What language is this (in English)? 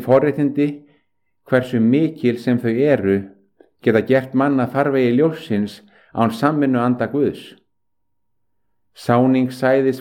Icelandic